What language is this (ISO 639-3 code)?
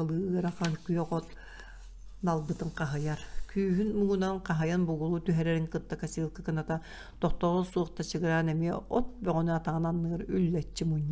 sah